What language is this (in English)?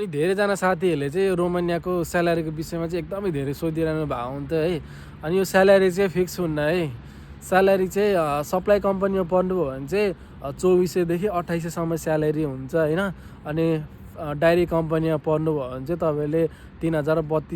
Nepali